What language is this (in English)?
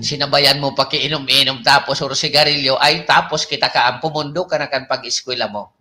Bikol